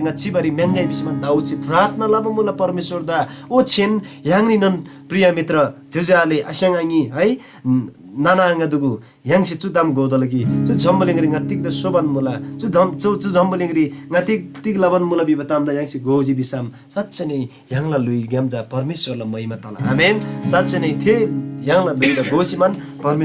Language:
Eastern Tamang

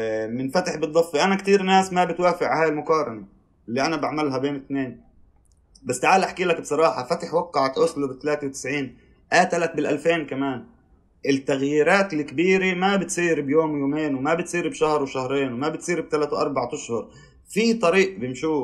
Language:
North Levantine Arabic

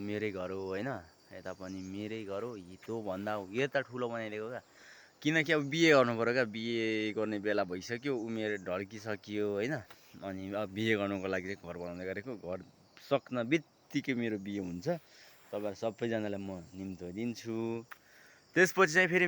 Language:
Nepali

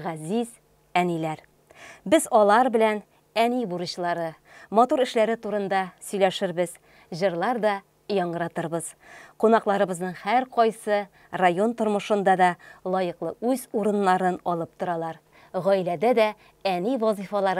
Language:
Tatar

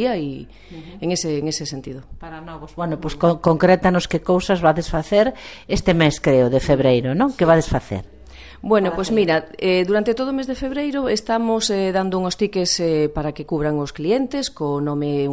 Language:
Galician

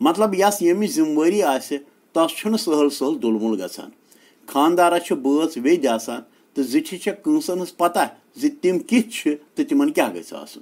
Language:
Kashmiri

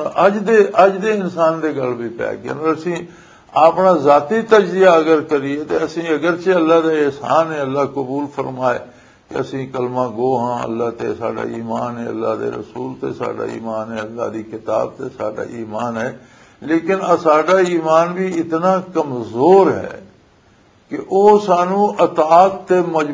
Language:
Western Panjabi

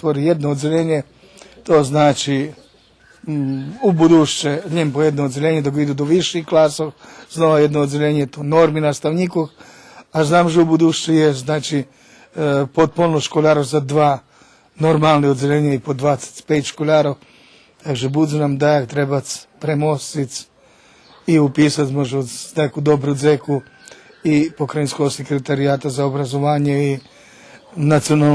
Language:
Rusyn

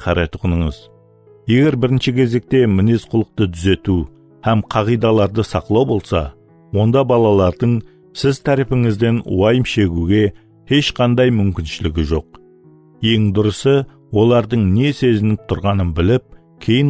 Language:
Kara-Kalpak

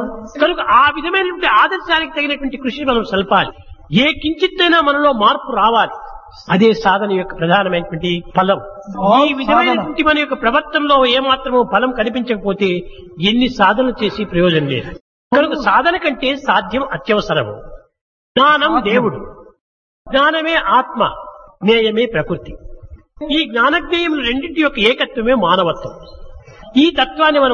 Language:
Telugu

